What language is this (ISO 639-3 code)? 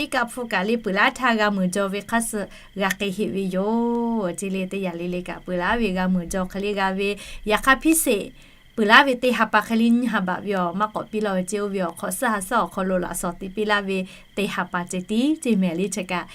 lhu